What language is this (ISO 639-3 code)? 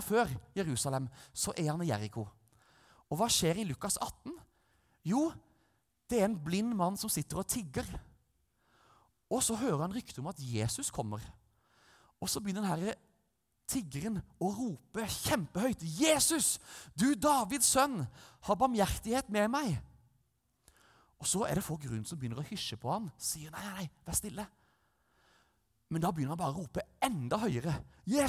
nor